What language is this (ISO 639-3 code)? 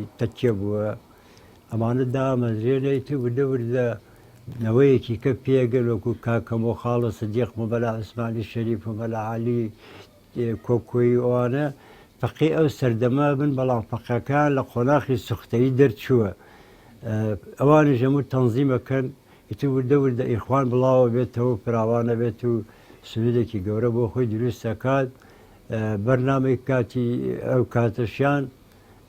ckb